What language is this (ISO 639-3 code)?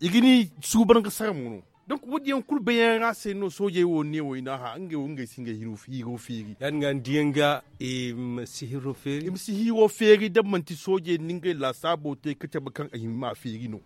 dje